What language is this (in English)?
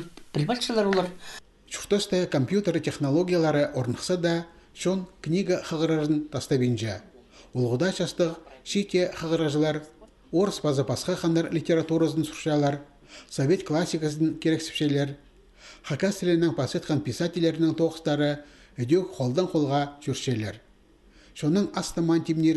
Khakas